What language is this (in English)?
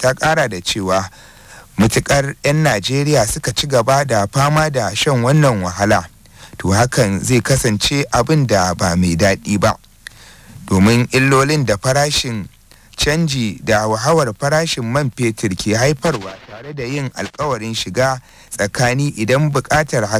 Hausa